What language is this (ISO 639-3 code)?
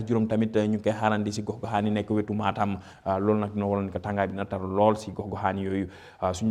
wol